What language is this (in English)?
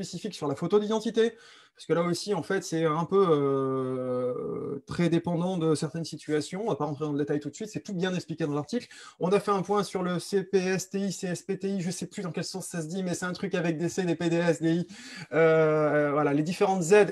French